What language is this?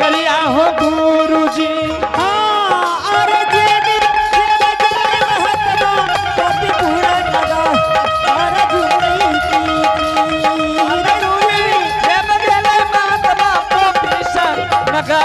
Angika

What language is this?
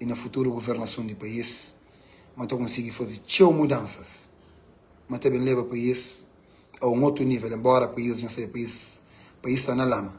Kabuverdianu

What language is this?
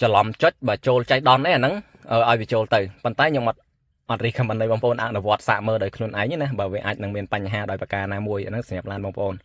Khmer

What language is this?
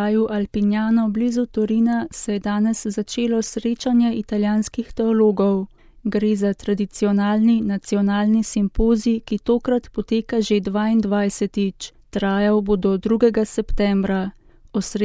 Slovenian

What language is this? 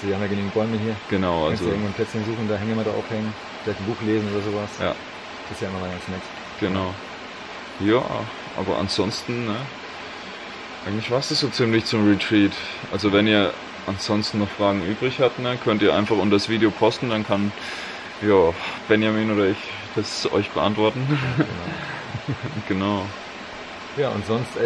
German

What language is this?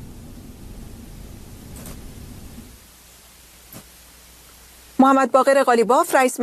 Persian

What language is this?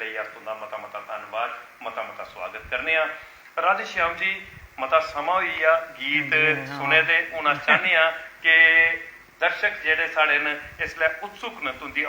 Dogri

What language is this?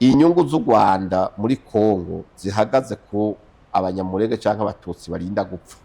Rundi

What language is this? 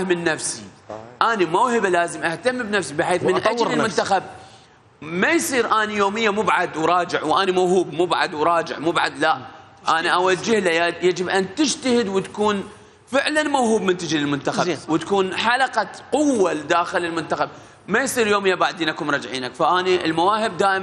Mesopotamian Arabic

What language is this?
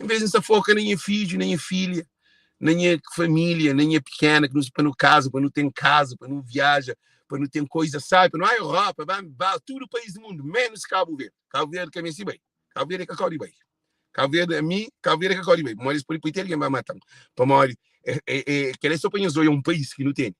Kabuverdianu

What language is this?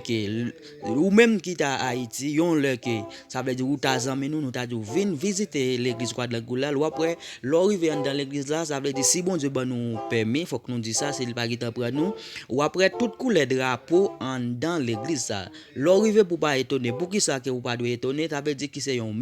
Haitian Creole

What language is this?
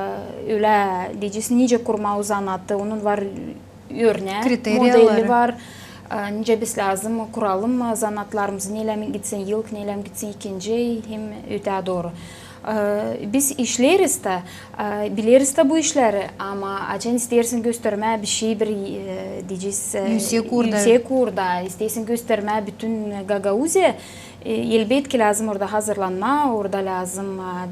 Gagauz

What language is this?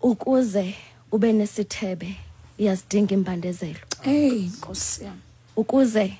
Xhosa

